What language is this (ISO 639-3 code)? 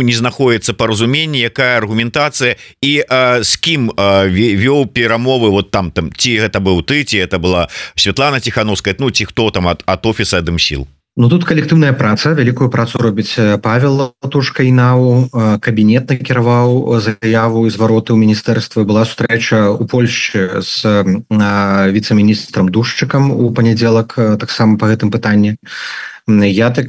bel